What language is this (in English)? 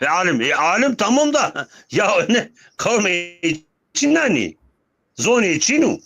Zaza